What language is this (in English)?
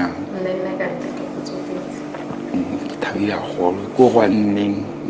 Southern Sotho